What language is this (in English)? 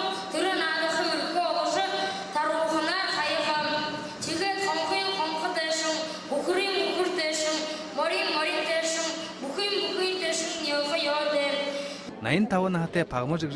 Buriat